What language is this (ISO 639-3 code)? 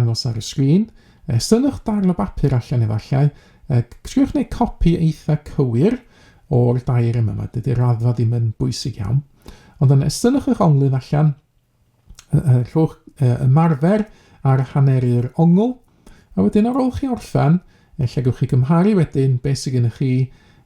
cym